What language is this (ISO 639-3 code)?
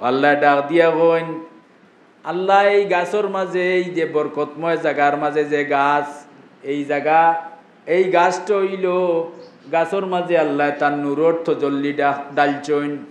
syl